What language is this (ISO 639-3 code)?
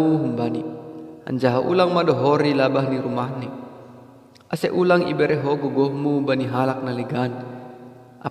bts